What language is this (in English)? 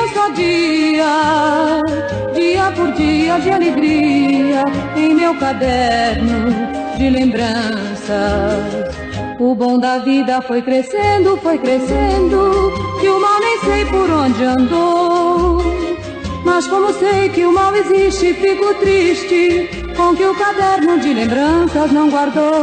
Portuguese